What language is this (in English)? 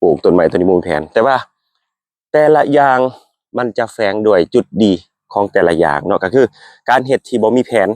Lao